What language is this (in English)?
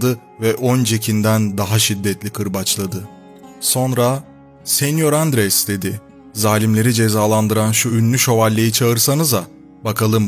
Turkish